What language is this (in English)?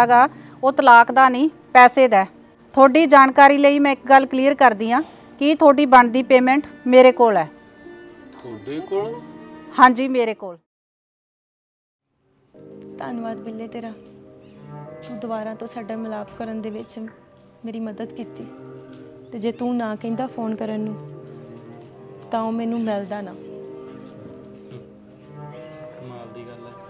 Punjabi